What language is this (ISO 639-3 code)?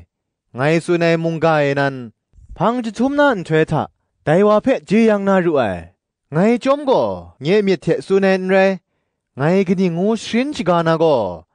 kac